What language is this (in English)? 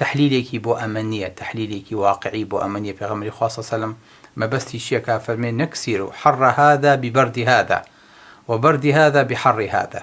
Central Kurdish